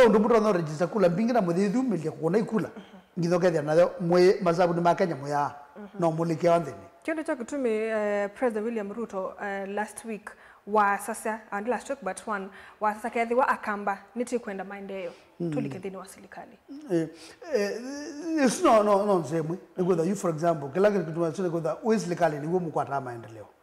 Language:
Kamba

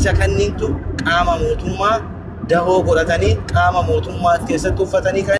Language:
Oromo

